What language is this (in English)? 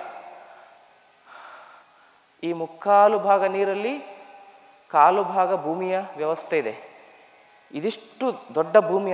Kannada